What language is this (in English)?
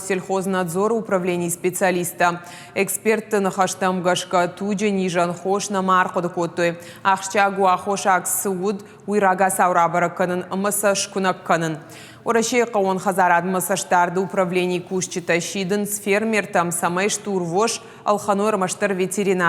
Ossetic